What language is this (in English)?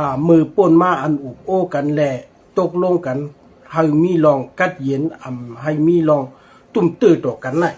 Shan